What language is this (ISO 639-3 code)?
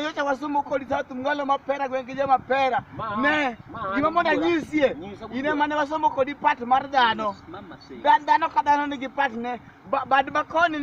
luo